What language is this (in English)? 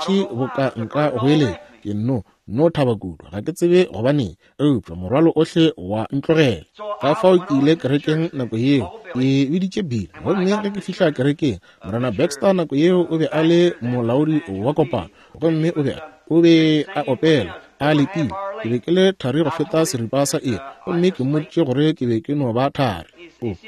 Northern Sotho